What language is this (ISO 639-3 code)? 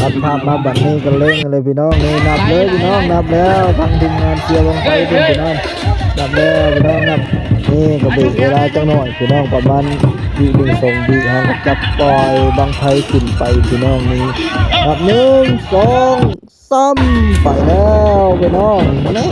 tts